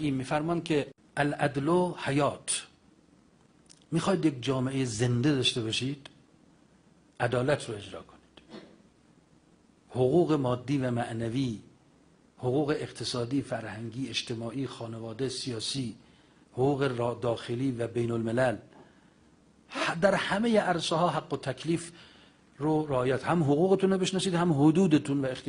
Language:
Persian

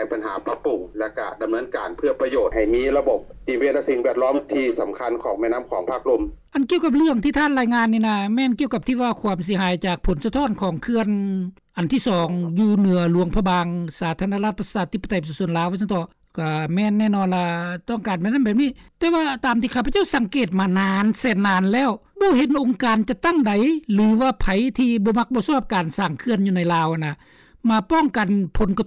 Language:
Lao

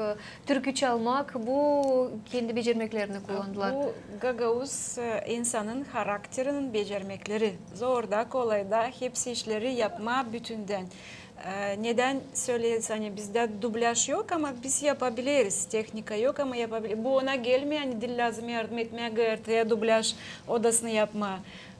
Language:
Gagauz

